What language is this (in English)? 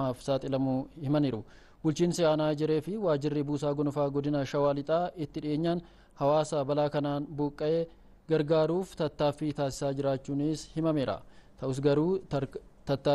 Oromo